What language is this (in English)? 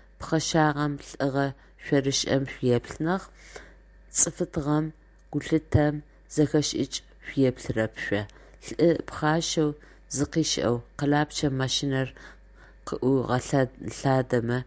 Adyghe